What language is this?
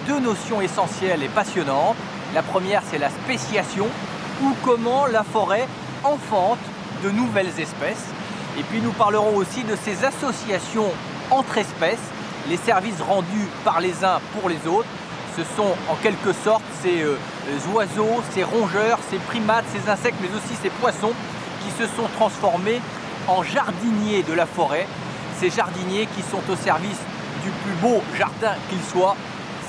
French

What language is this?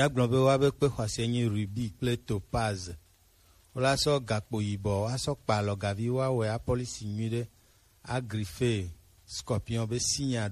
Gen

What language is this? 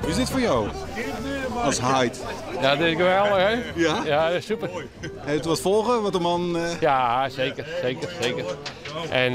Western Frisian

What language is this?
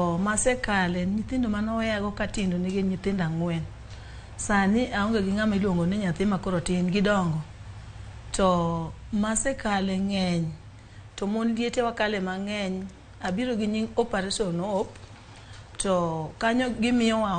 Luo (Kenya and Tanzania)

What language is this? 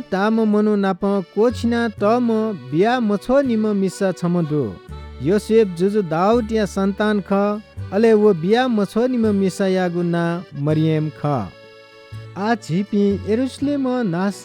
Newari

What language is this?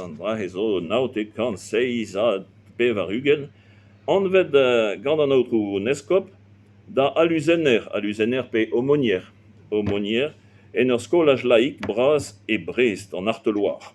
Breton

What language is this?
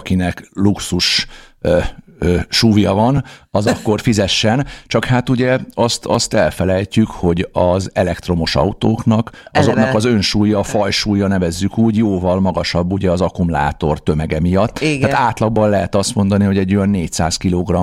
Hungarian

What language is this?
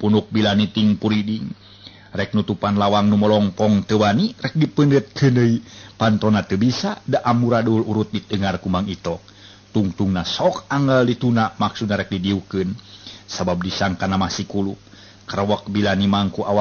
Sundanese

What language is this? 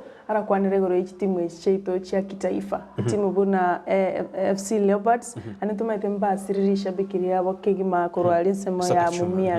Gusii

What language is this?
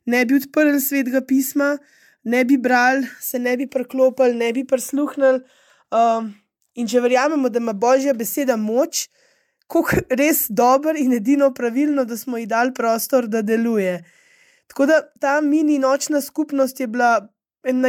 Slovenian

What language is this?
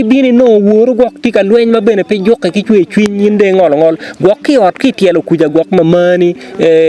Acoli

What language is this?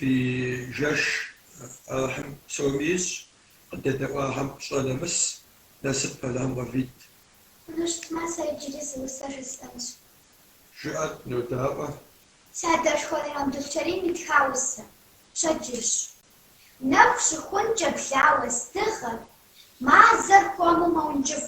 Kabardian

